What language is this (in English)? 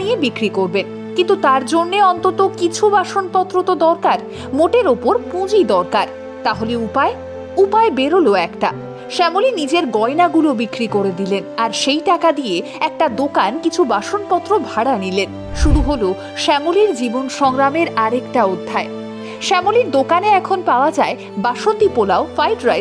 Bangla